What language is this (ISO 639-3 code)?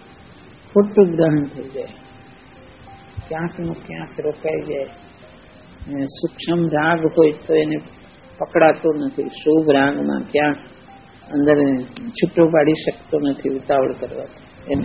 guj